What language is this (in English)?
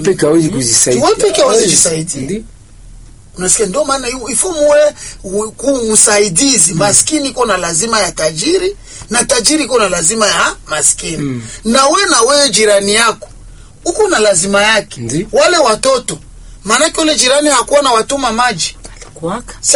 Swahili